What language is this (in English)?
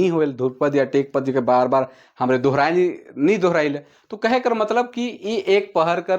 Sadri